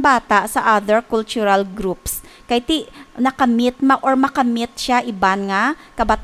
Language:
Hiligaynon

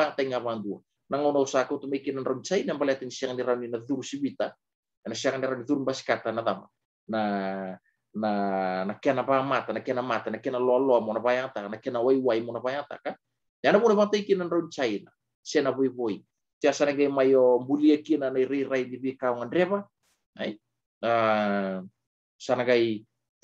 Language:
Fijian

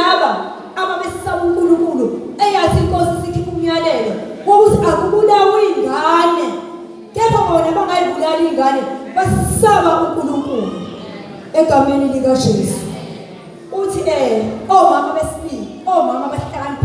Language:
Zulu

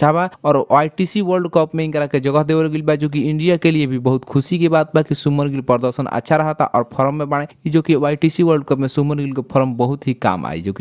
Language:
Bhojpuri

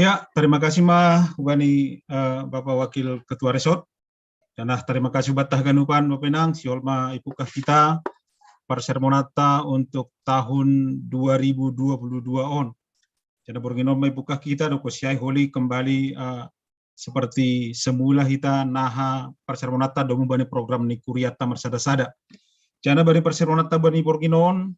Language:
Batak Simalungun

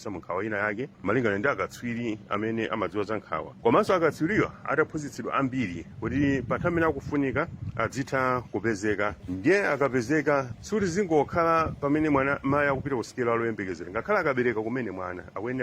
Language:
Nyanja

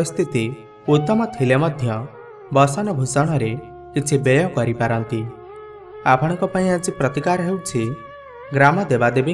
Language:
Odia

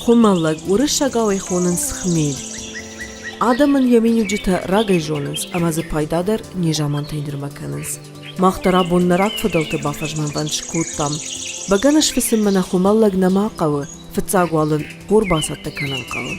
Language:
Ossetic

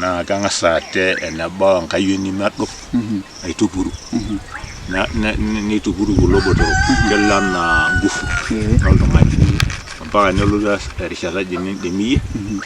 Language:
Masai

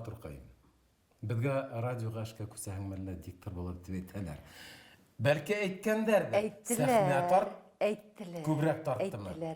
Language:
Bashkir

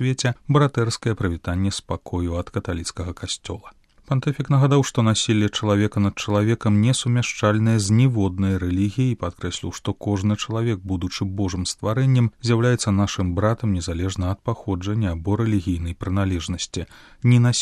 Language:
Belarusian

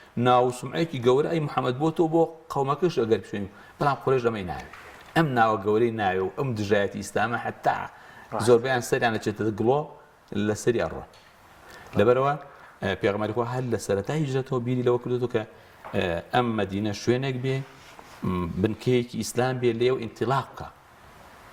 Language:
Central Kurdish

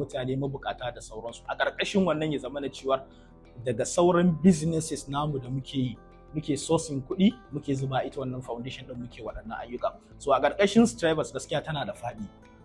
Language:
Hausa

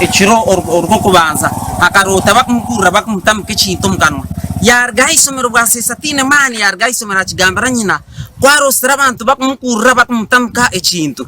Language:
Nyankole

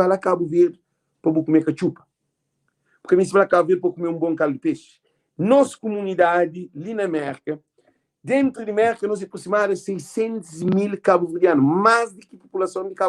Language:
Kabuverdianu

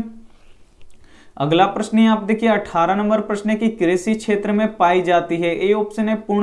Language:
Hindi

